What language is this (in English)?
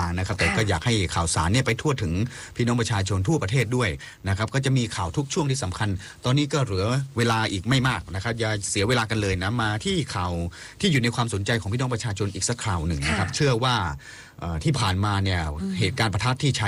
Thai